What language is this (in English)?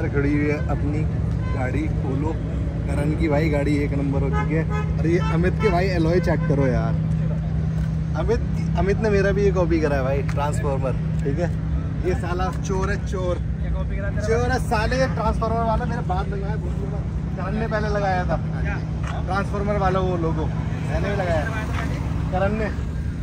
Hindi